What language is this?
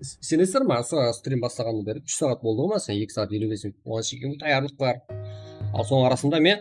Kara-Kalpak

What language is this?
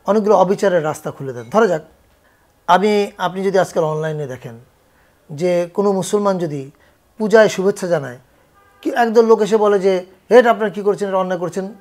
Bangla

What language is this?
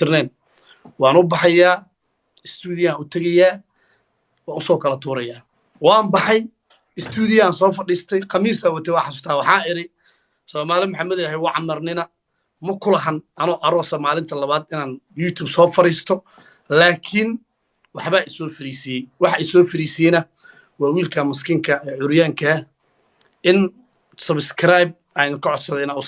Somali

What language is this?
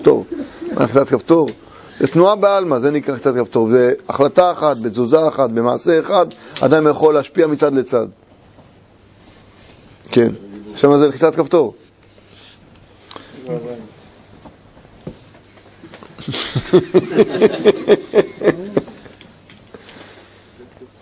Hebrew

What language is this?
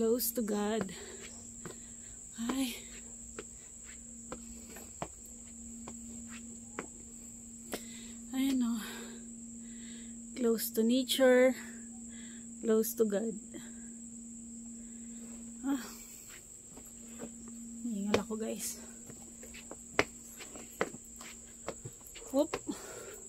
Filipino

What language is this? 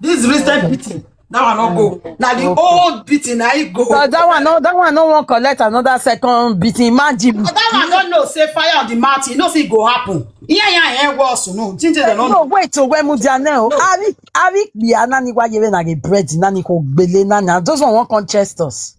Nigerian Pidgin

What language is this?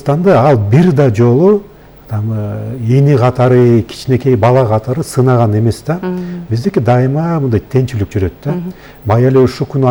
Kyrgyz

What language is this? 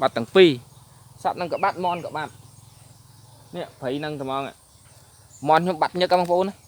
Khmer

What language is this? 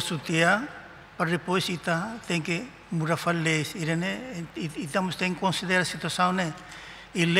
Tetum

